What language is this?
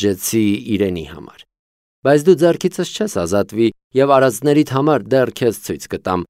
Armenian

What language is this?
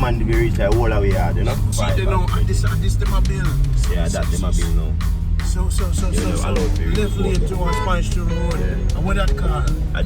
Jamaican Creole English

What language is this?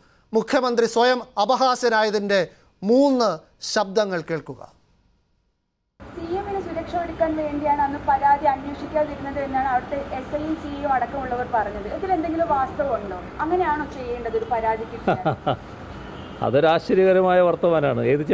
Malayalam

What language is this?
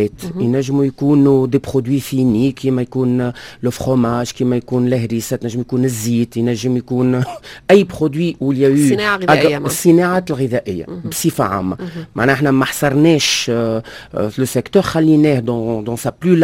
Tunisian Arabic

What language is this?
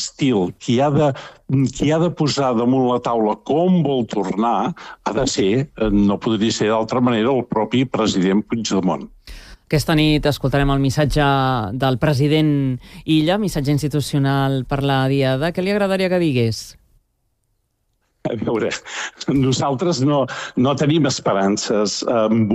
Catalan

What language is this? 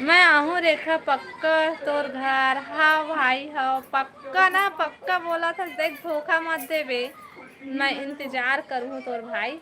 Chhattisgarhi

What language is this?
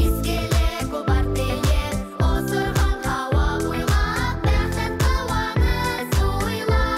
Bashkir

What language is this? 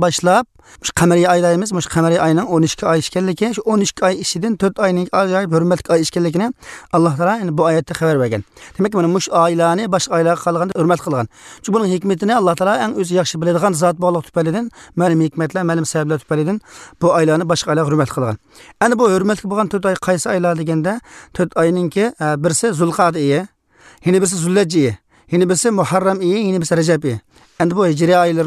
Uyghur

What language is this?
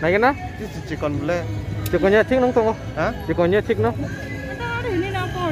Kok Borok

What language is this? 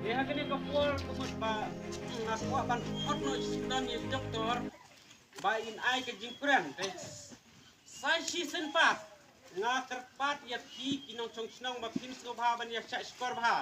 Khasi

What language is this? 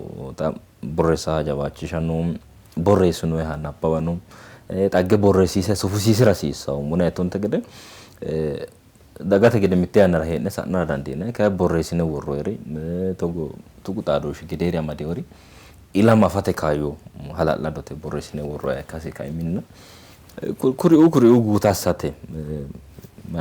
Sidamo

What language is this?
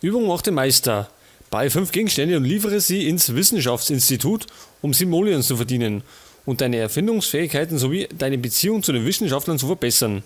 Bavarian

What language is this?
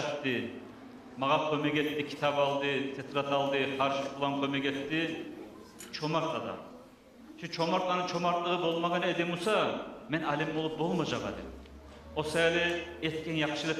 Kumyk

